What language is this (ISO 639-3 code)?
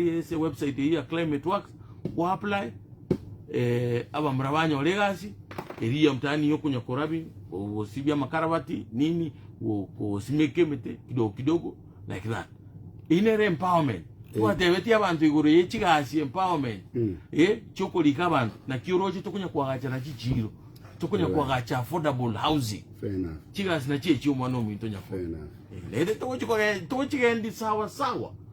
guz